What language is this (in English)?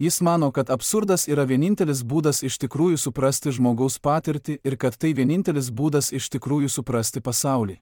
Lithuanian